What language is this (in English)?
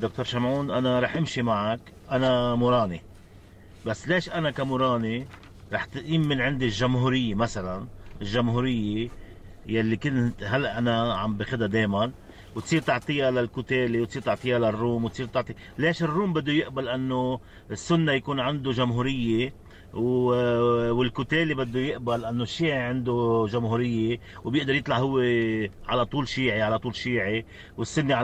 North Levantine Arabic